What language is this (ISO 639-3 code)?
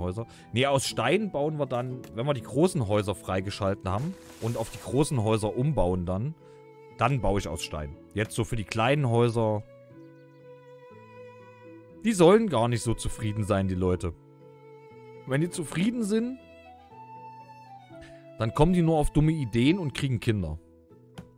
deu